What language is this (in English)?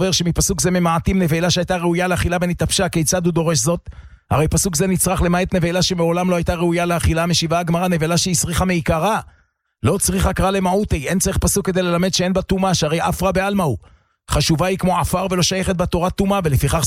Hebrew